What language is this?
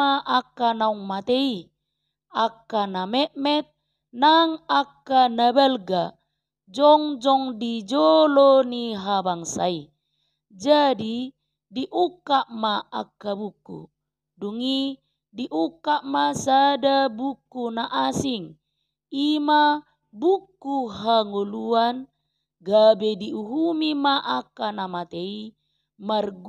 Batak Toba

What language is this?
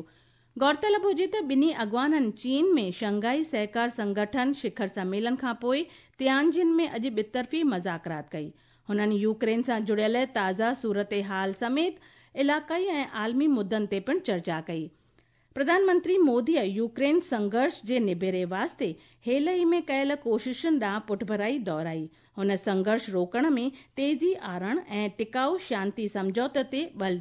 Sindhi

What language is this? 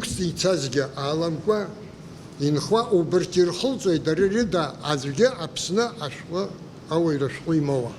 Abkhazian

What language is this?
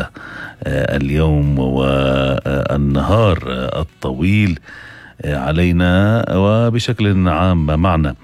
North Levantine Arabic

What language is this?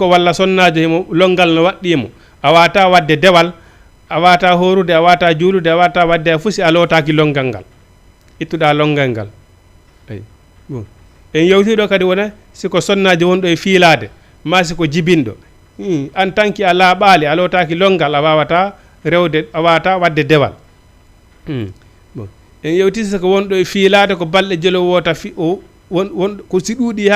Fula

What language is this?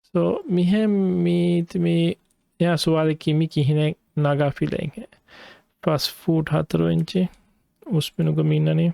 Divehi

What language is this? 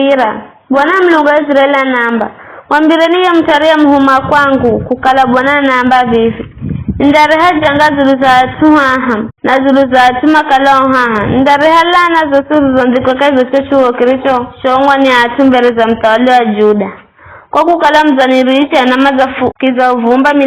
Giryama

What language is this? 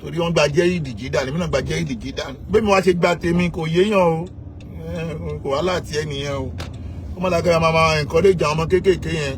Yoruba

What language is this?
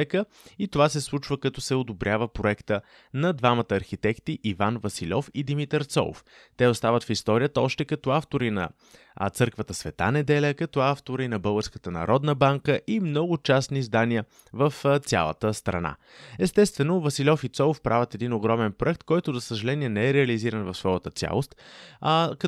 Bulgarian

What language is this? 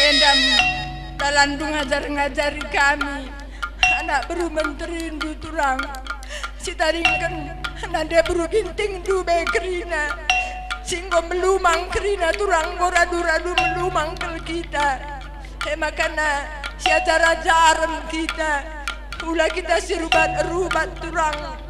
Batak Karo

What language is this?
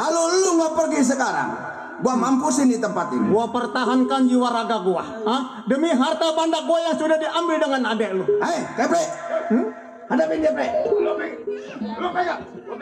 Betawi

